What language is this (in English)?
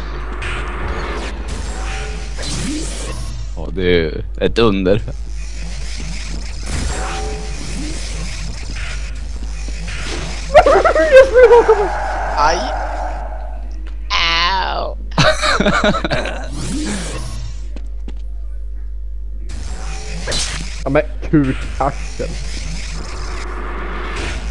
Swedish